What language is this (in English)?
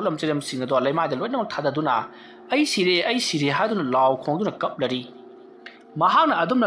Manipuri